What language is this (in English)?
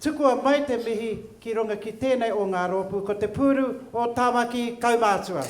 Māori